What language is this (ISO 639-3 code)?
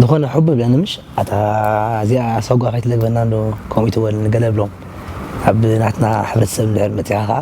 tir